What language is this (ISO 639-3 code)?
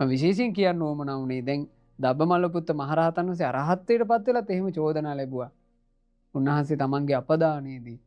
sin